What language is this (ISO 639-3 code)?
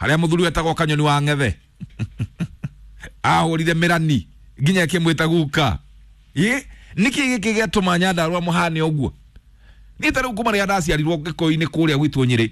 kik